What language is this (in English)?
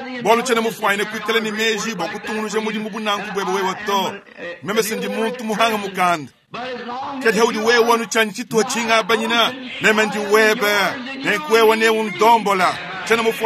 Luba-Lulua